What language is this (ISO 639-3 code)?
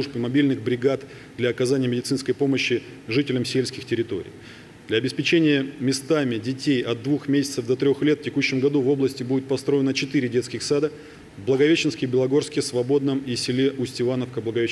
rus